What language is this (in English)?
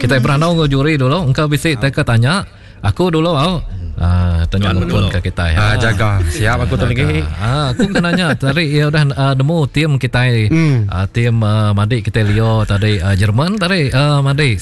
Iban